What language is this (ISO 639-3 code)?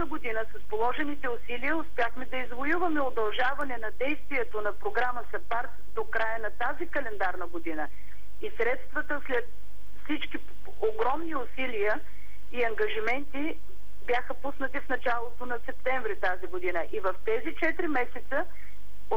bul